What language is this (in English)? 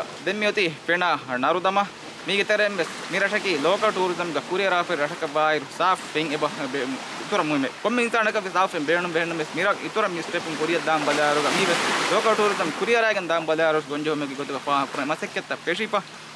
Divehi